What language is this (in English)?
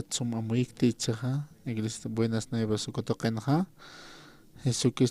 Aymara